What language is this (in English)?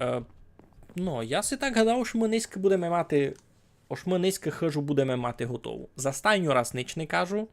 Rusyn